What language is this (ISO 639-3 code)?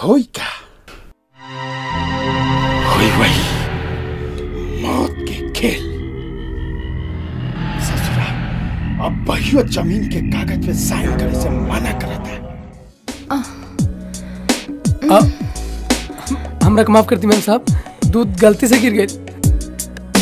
bho